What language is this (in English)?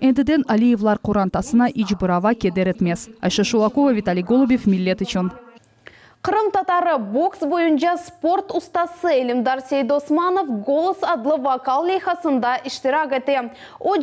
Crimean Tatar